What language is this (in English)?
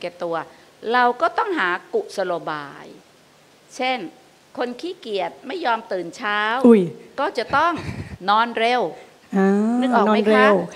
Thai